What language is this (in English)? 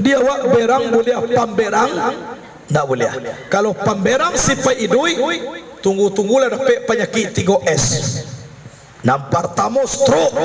Minangkabau